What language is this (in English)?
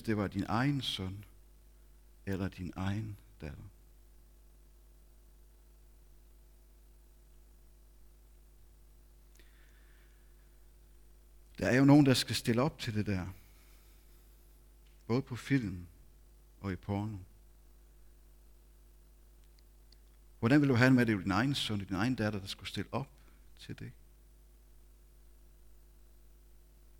Danish